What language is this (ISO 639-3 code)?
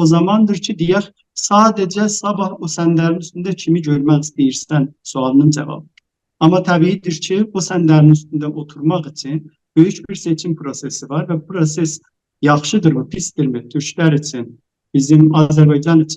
azb